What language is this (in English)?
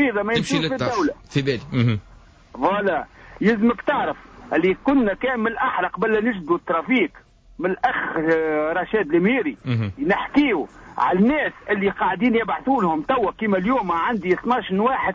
Tunisian Arabic